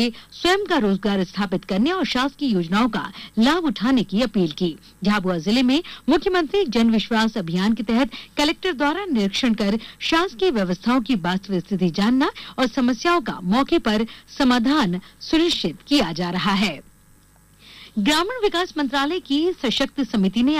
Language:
Hindi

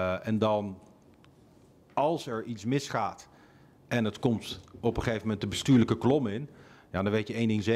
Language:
Dutch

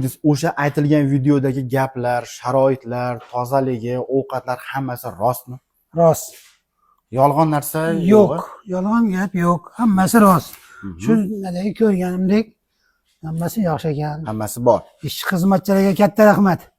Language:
Uzbek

